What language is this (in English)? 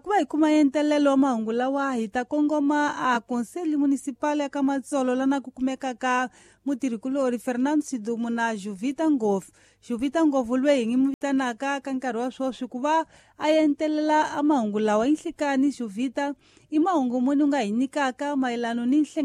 Tsonga